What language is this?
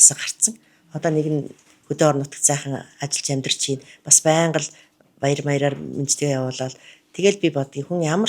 Mongolian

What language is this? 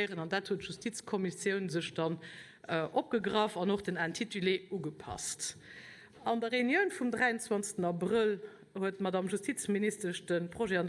Luxembourgish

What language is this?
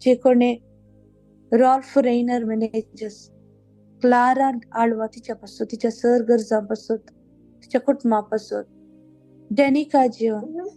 Konkani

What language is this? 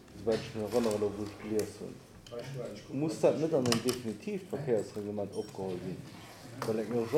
Luxembourgish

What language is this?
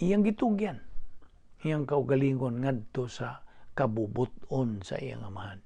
Cebuano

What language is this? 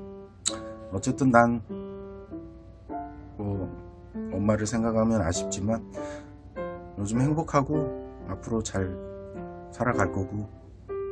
Korean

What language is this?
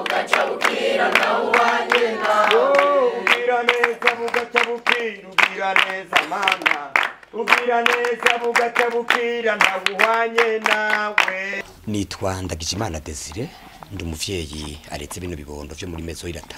Rundi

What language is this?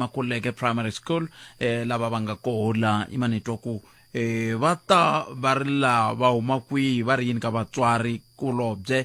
Tsonga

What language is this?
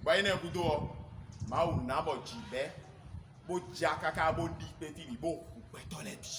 Fon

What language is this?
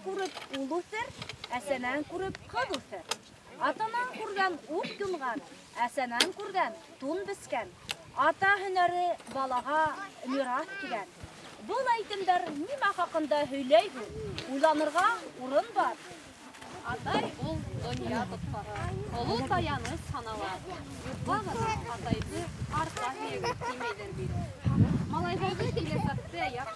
Bashkir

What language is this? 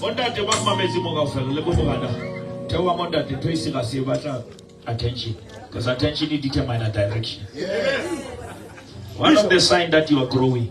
Southern Sotho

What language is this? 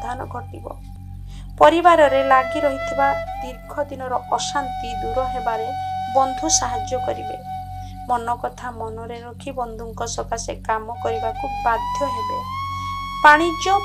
Odia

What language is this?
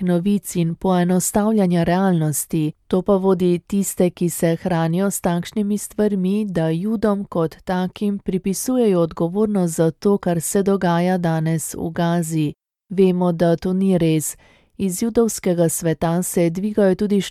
Slovenian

